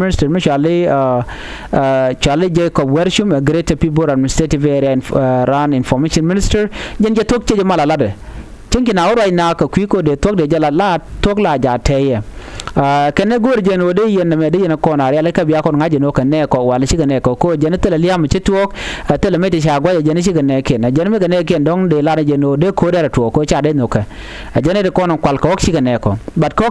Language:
Nuer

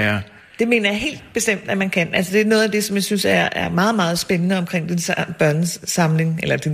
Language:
Danish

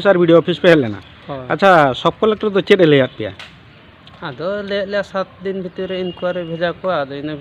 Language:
Santali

